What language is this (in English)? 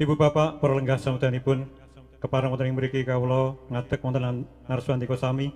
Javanese